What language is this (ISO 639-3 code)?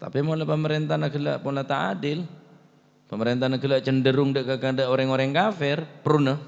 mad